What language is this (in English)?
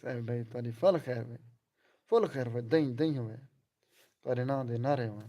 Saraiki